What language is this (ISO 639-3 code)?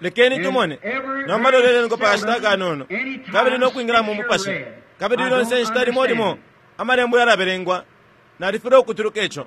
bem